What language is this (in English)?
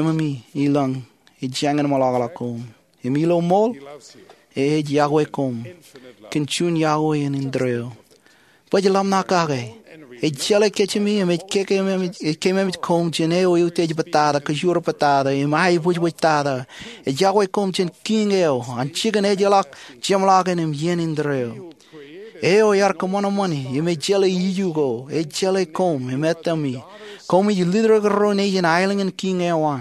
Marshallese